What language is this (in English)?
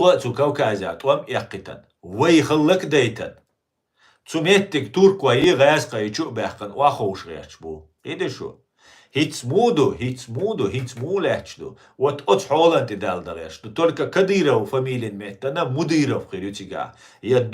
Chechen